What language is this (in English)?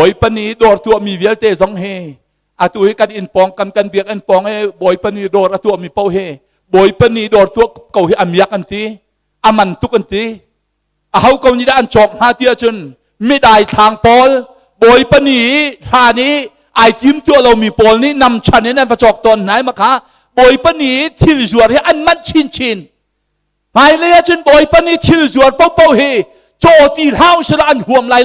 Hakha Chin